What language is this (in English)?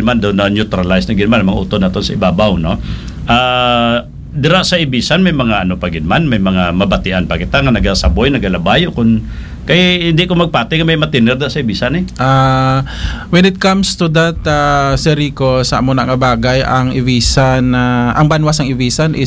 Hiligaynon